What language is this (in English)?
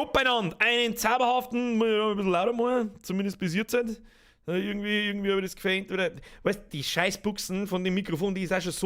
Bavarian